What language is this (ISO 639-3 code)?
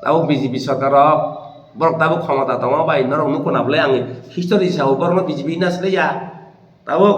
trp